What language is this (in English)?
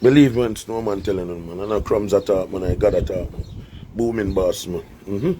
Jamaican Creole English